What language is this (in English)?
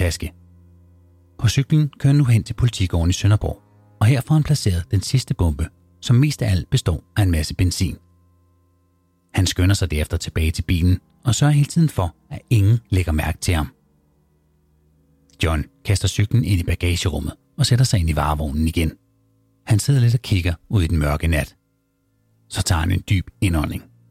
Danish